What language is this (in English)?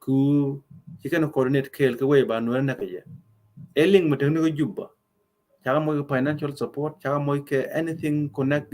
Nuer